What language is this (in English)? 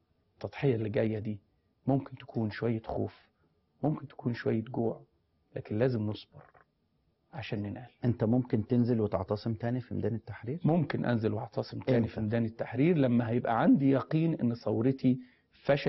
Egyptian Arabic